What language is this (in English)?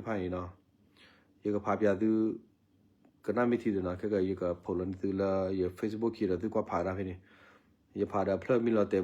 S'gaw Karen